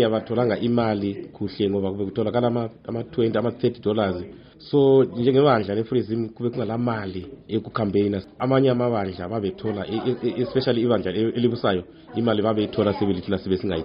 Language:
North Ndebele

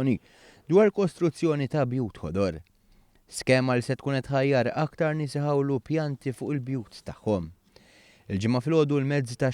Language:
Maltese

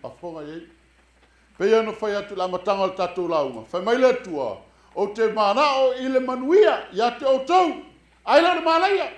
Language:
Samoan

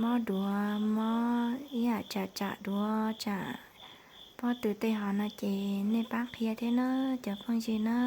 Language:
Hmong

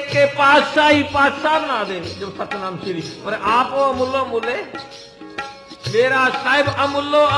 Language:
Punjabi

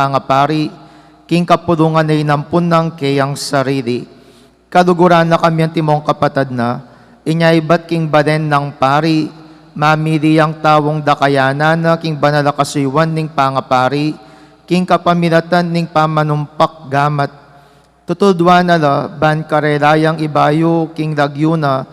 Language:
Pampanga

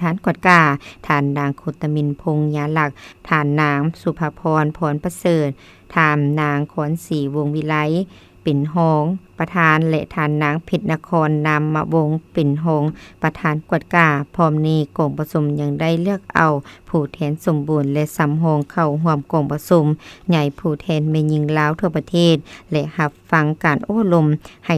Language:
Lao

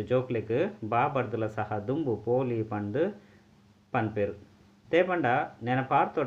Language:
Tulu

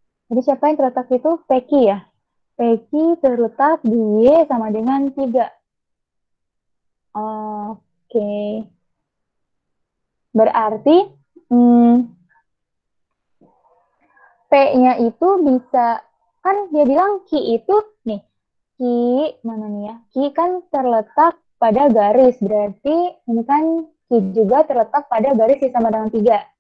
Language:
Indonesian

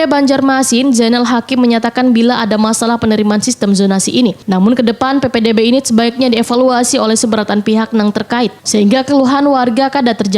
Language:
Banjar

